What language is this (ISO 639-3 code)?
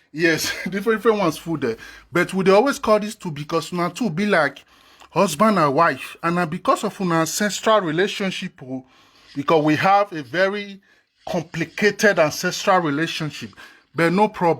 pcm